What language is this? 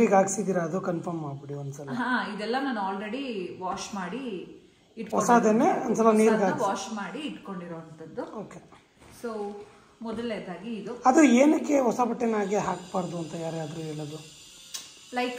Kannada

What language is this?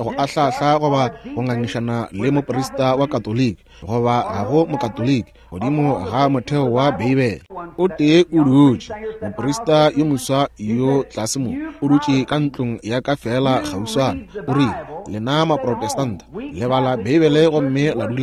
Northern Sotho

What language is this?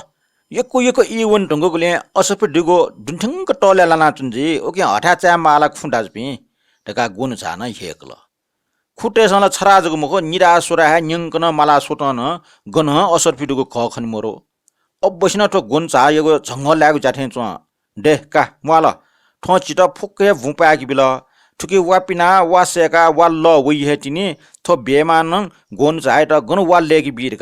Newari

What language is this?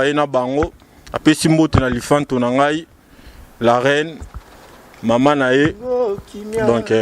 Lingala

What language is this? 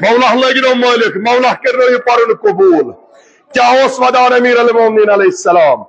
Kashmiri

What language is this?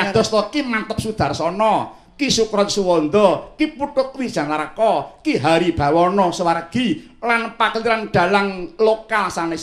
Javanese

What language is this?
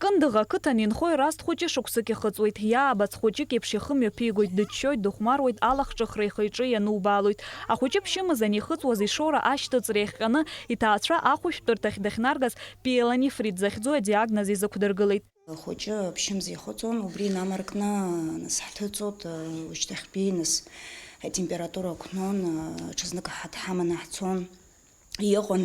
Abkhazian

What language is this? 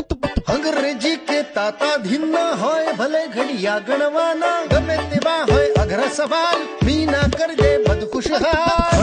Gujarati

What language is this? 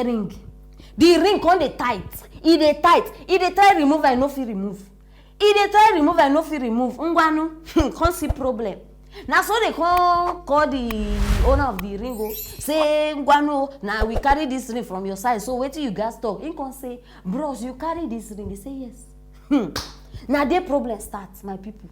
Nigerian Pidgin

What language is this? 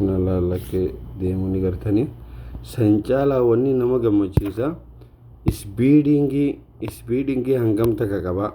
Oromo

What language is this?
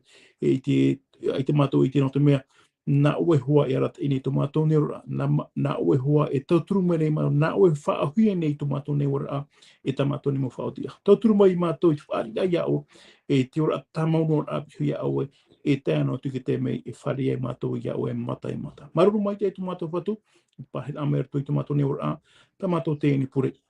Tahitian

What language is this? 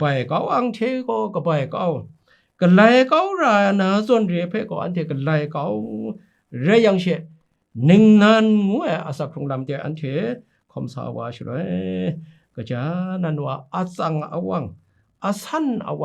Kachin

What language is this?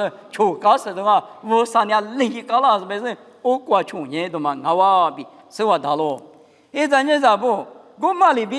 Lisu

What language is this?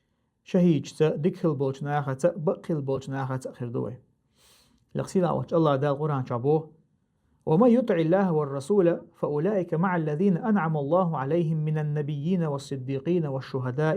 Chechen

